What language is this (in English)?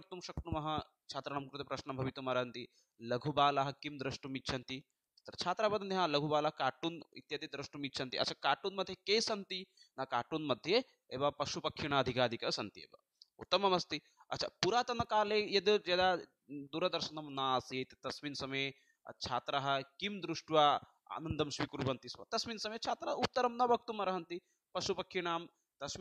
Sanskrit